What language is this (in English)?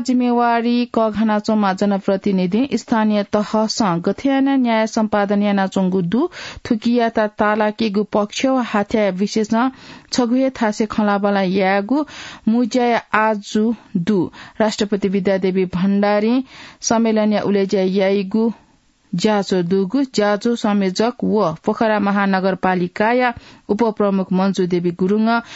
Newari